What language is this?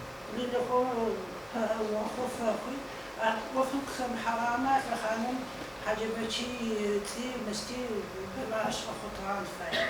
Adyghe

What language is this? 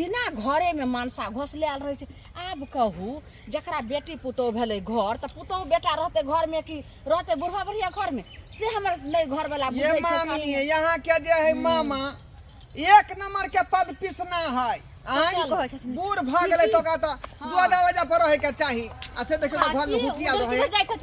Maithili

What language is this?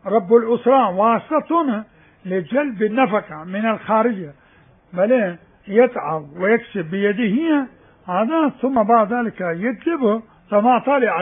Mesopotamian Arabic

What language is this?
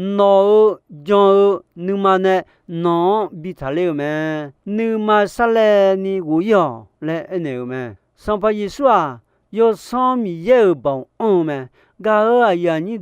Akha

